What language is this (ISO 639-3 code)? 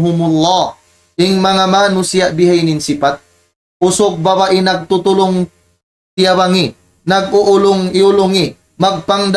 tsg